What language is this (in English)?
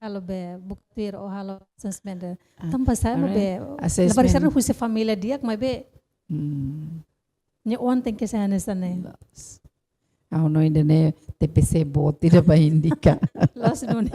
Tetum